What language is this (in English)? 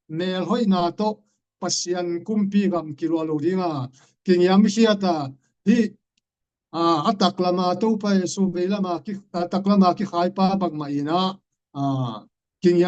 Tedim Chin